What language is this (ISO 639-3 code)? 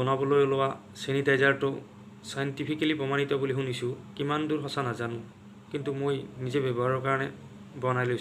asm